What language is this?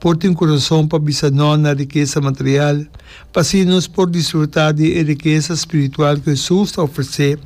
Papiamento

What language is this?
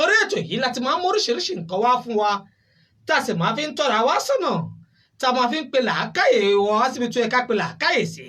Yoruba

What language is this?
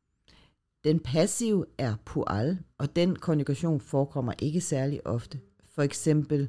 Danish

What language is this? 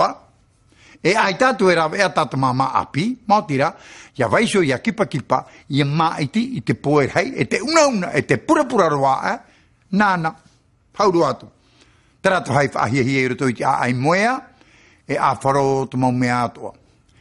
Tahitian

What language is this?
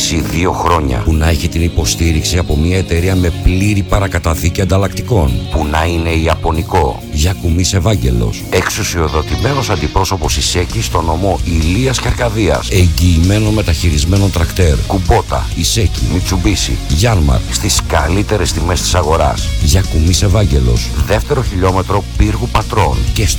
Greek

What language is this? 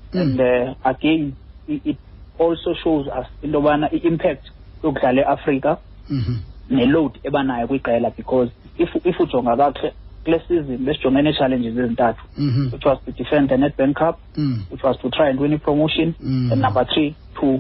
Xhosa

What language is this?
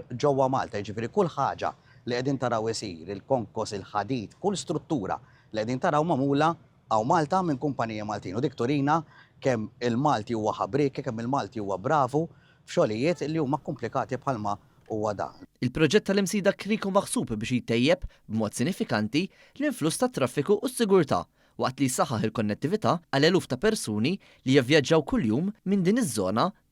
Maltese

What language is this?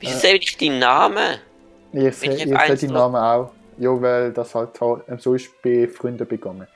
Swiss German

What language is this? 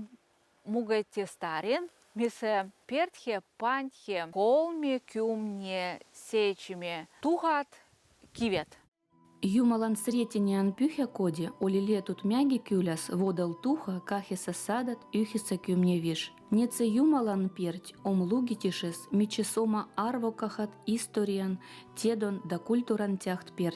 Veps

